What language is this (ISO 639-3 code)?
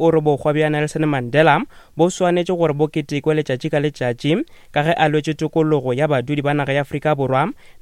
nso